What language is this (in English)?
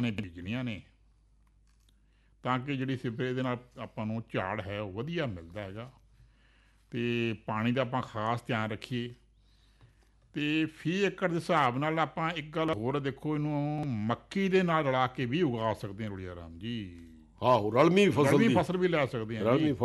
Punjabi